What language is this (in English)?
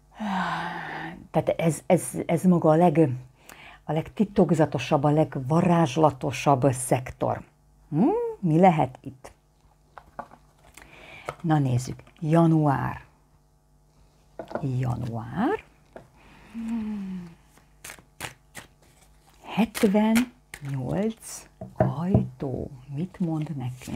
Hungarian